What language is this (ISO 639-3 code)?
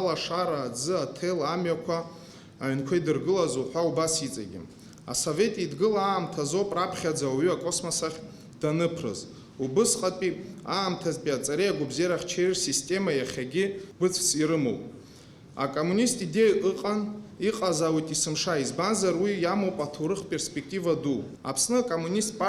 abk